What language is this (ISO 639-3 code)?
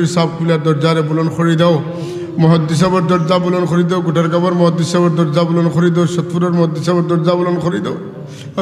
syl